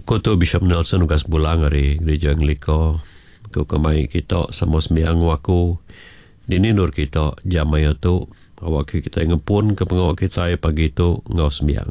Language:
Iban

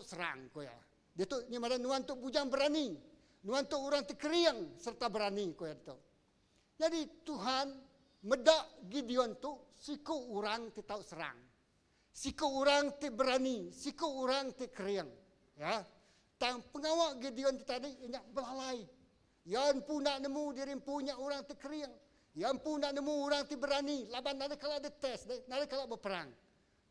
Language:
Iban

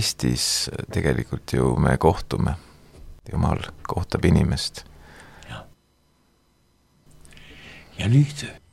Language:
Estonian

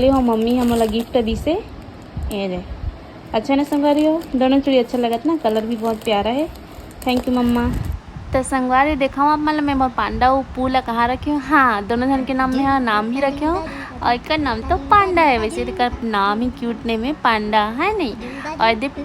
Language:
Chhattisgarhi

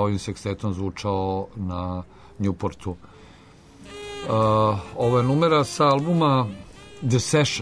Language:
Serbian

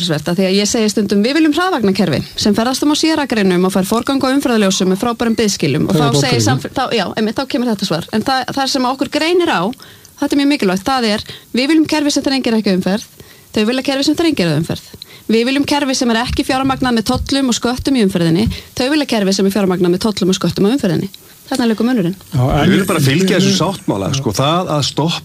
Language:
Icelandic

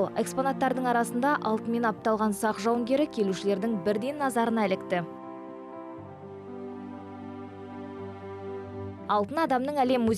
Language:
Kazakh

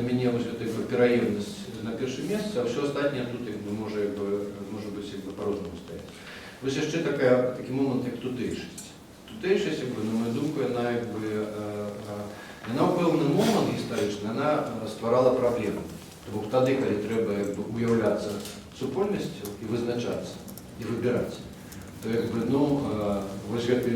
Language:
Belarusian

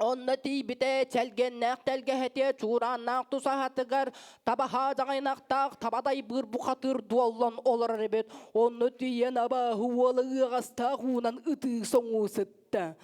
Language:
Yakut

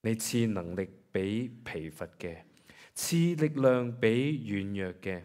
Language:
Cantonese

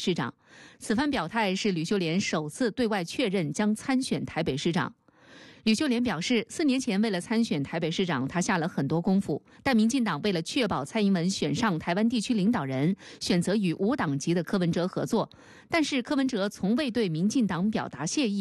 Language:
Chinese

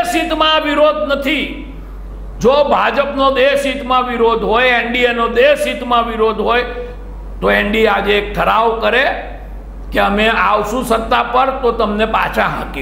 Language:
Gujarati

